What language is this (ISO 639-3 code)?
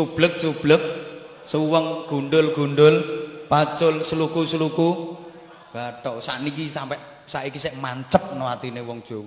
jav